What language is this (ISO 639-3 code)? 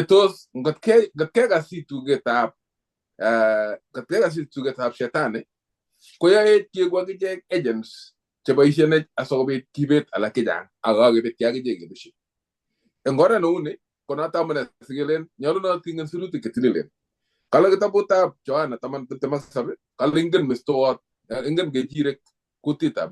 kln